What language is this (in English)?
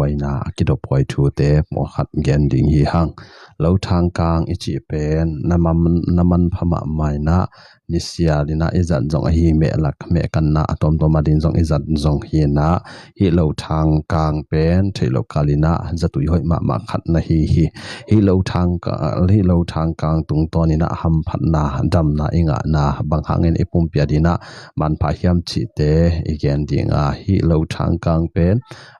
Tedim Chin